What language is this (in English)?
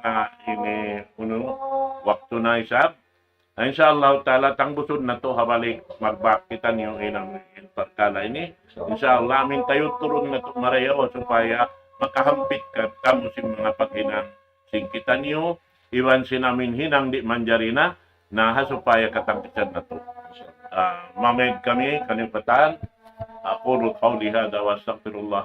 Tausug